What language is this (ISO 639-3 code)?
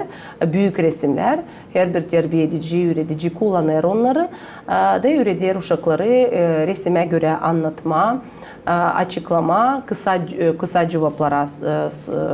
gag